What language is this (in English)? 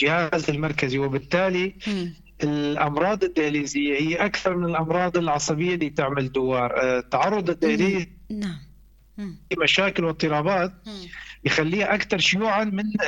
North Levantine Arabic